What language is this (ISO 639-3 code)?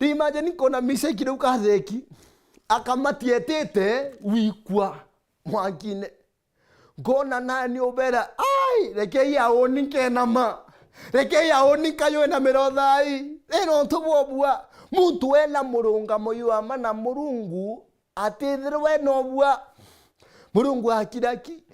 mer